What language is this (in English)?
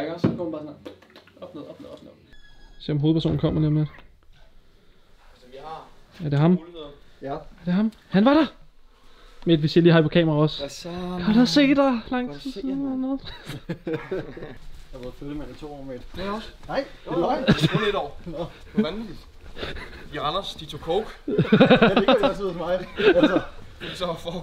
Danish